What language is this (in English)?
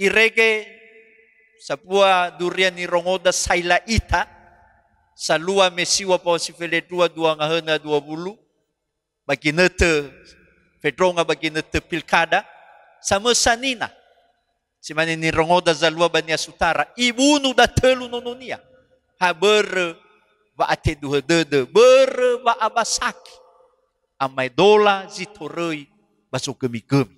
Nias